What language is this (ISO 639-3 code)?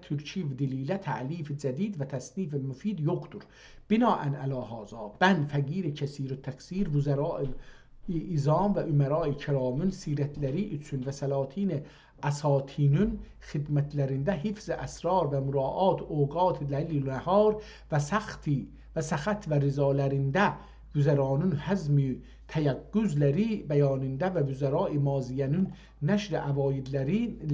azb